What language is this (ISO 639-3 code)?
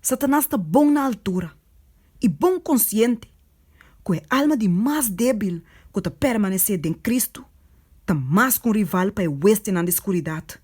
pap